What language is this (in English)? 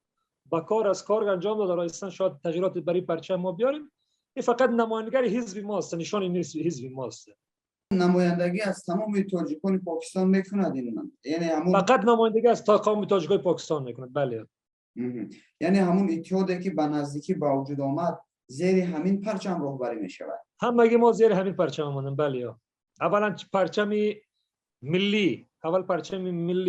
Persian